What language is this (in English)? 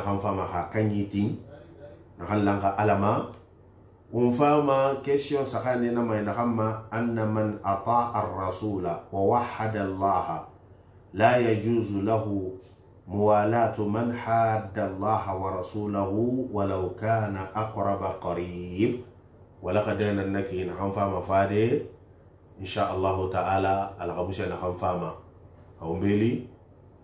Susu